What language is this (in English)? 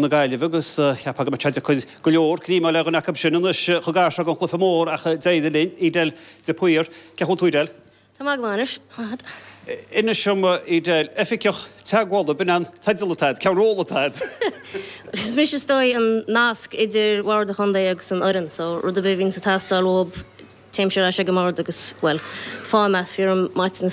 Irish